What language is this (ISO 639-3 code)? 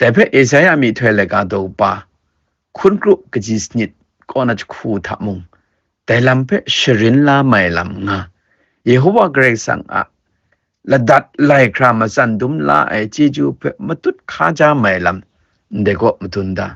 kac